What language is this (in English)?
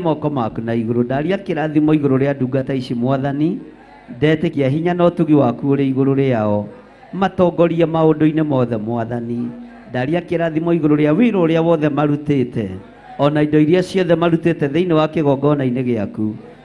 Kikuyu